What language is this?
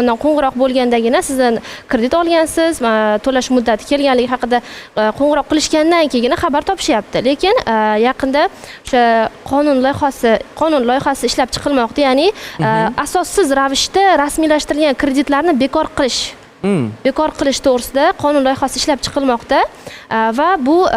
Uzbek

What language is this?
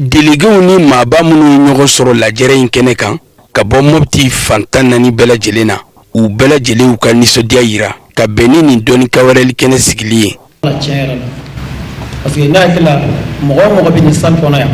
Bambara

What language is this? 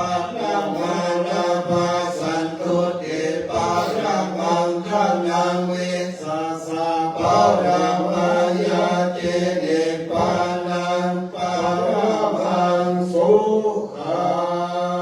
Pali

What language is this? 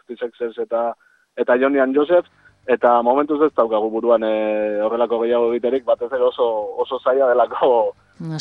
Basque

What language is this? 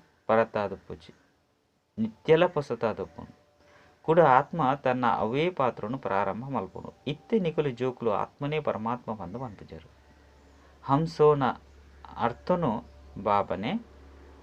Tulu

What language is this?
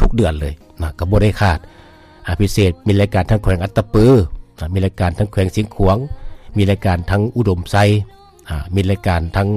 Lao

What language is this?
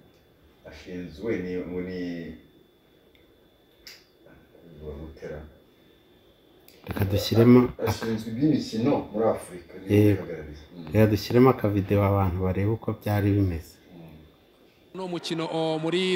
Kinyarwanda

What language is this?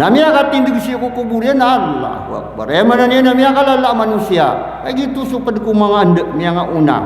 Maranao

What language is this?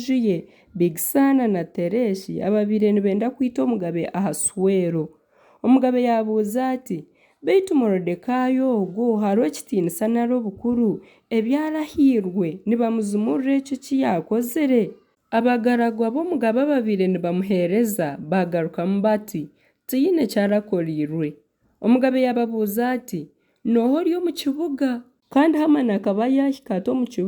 Nyankole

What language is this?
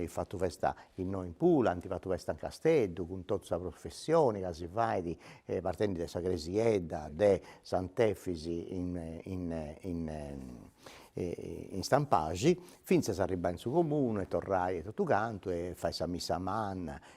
Sardinian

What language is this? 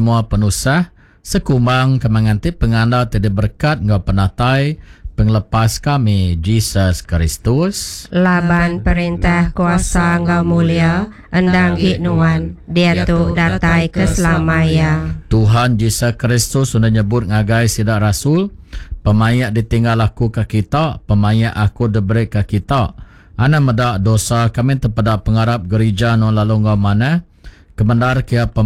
Iban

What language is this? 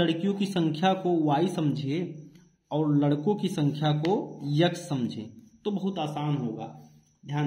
Hindi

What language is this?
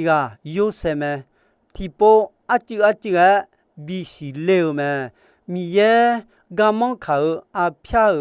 Akha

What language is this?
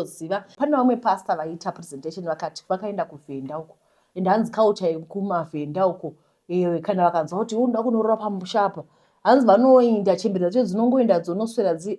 Shona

